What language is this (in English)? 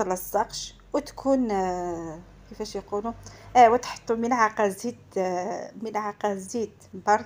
Algerian Arabic